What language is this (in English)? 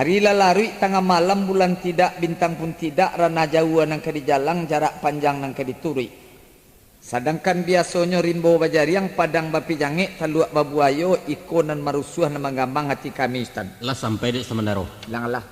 Minangkabau